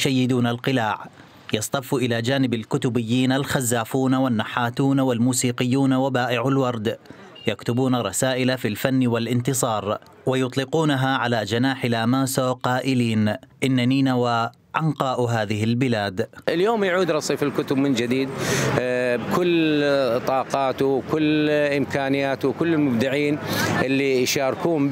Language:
Mesopotamian Arabic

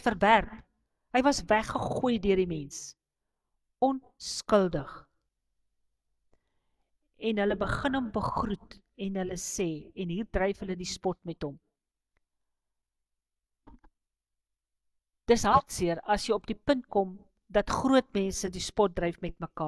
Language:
Afrikaans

